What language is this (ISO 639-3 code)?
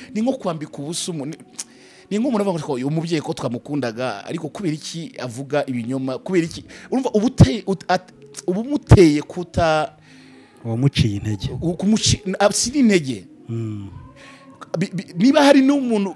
kin